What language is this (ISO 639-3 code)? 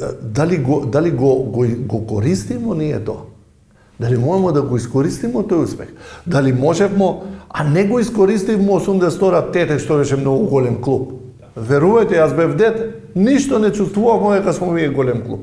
mkd